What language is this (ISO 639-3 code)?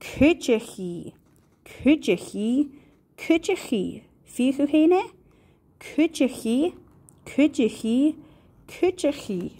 gla